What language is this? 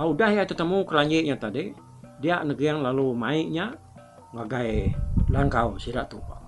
Iban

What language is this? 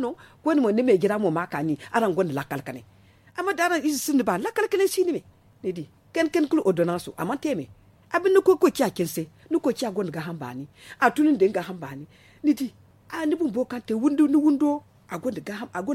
Zarma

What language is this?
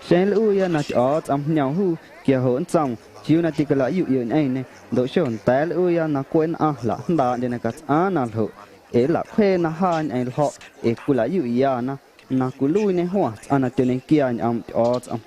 Guerrero Amuzgo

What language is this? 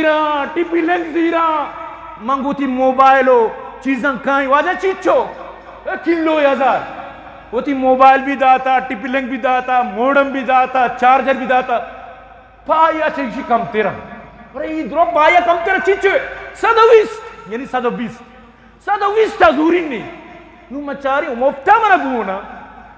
Eastern Balochi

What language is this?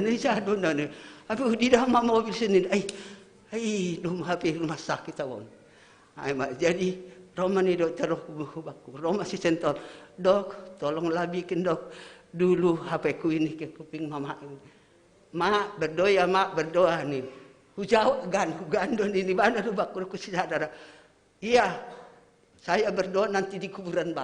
Batak Simalungun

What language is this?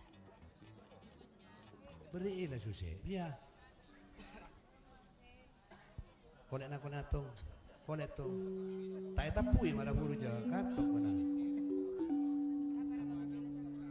Indonesian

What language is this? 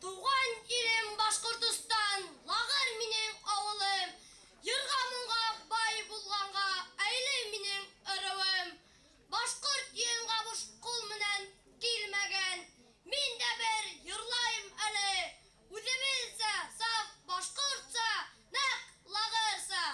Bashkir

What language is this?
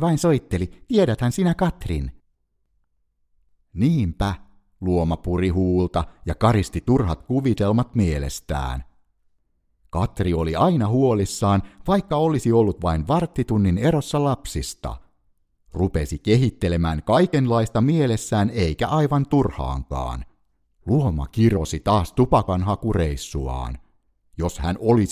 Finnish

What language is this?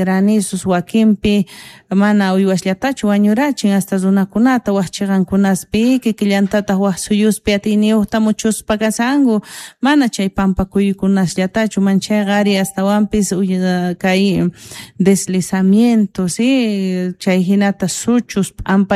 South Bolivian Quechua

